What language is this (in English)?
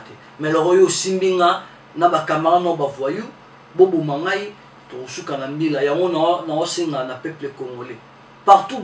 Lingala